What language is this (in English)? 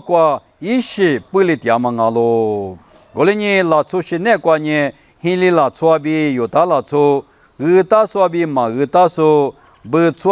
Lisu